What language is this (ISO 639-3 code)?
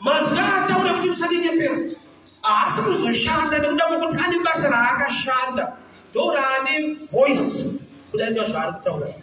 sna